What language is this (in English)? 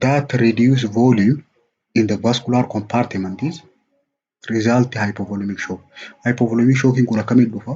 Oromo